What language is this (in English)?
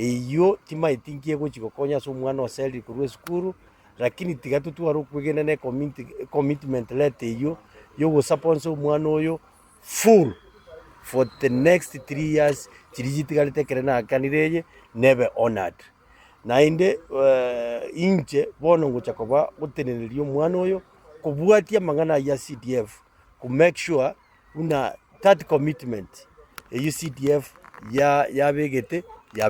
Gusii